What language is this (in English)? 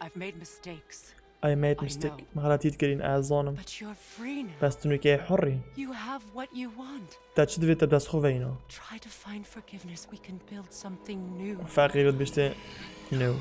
Kurdish